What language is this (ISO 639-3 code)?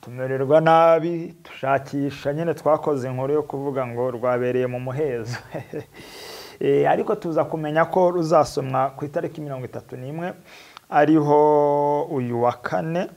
kin